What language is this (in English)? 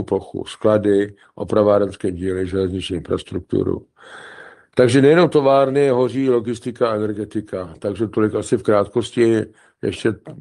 Czech